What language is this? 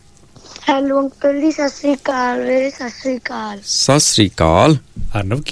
Punjabi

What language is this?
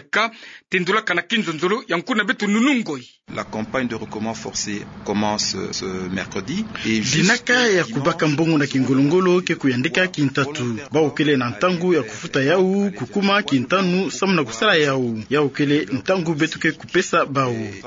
Kituba (Democratic Republic of Congo)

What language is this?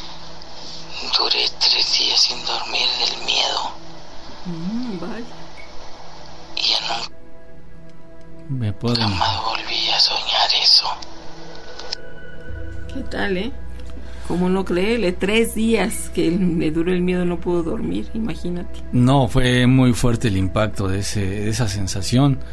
Spanish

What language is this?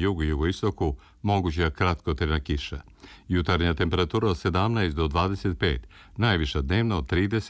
Serbian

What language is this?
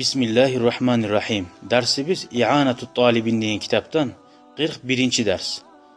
Kumyk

